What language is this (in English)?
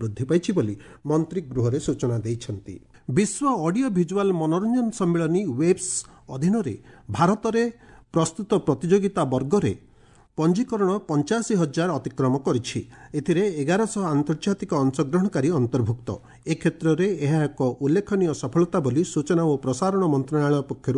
Odia